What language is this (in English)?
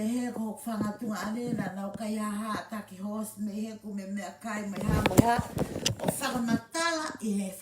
Tongan